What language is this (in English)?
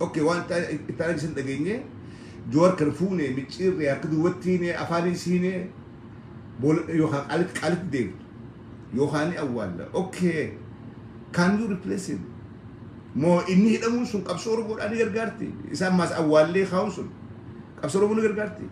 Oromo